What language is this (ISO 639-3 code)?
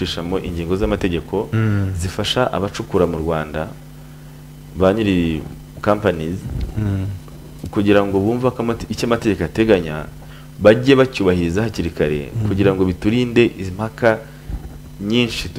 kin